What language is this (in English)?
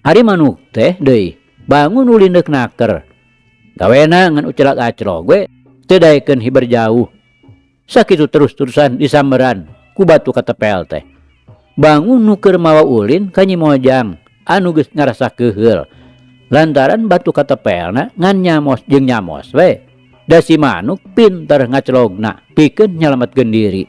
Sundanese